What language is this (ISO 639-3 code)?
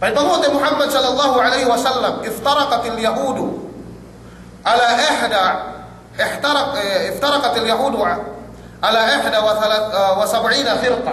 yka